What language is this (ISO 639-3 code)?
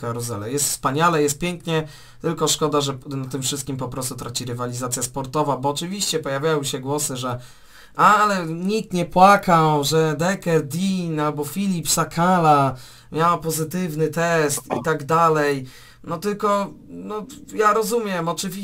pol